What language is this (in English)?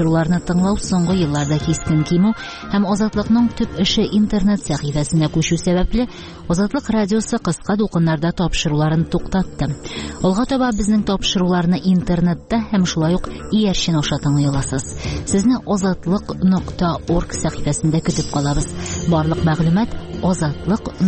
Tatar